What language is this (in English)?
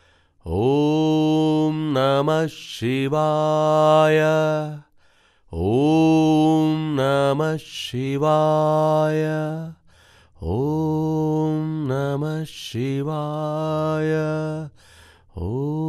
Kannada